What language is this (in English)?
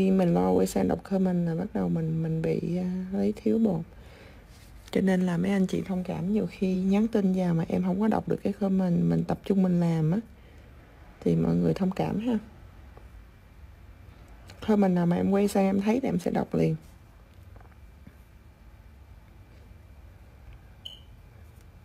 Vietnamese